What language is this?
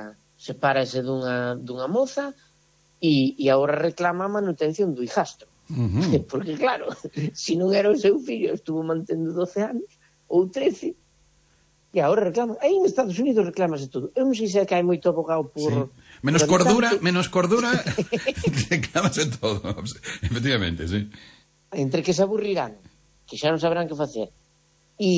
Galician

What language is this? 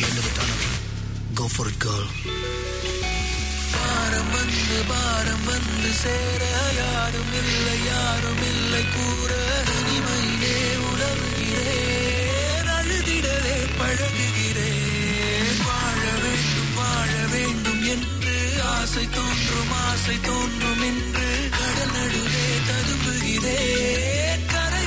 Tamil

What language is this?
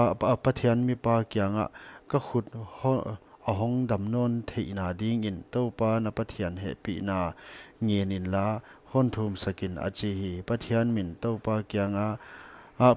Paite Chin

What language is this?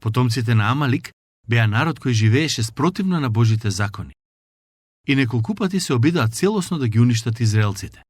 Macedonian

